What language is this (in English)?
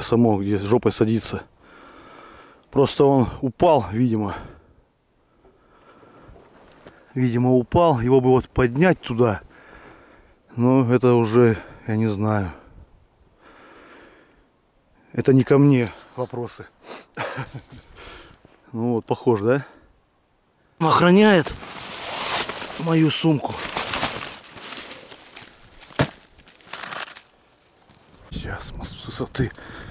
Russian